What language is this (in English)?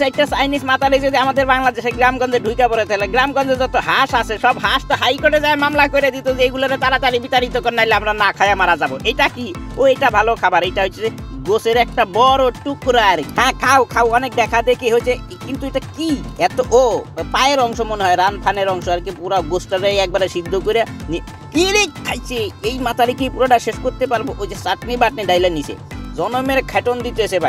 Bangla